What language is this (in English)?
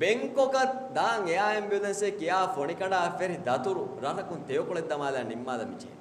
Divehi